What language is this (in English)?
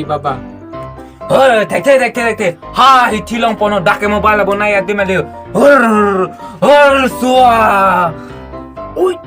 Karbi